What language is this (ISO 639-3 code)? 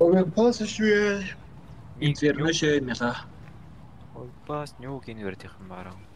sah